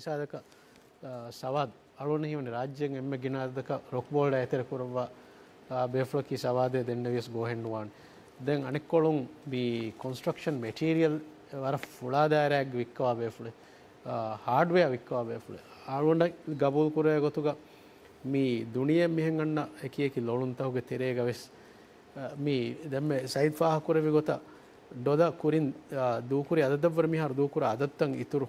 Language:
Divehi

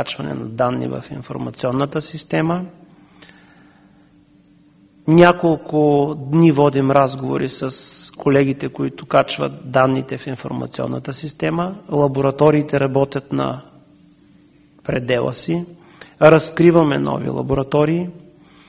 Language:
Bulgarian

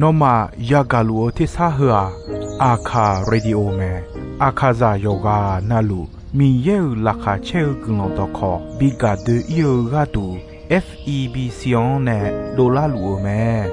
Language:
Akha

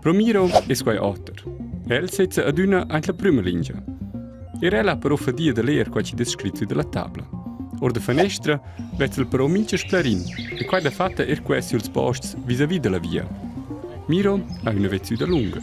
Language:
Romansh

